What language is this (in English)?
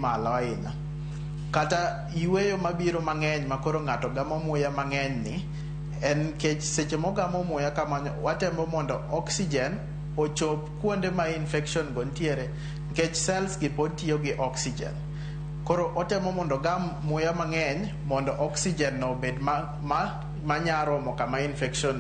Luo (Kenya and Tanzania)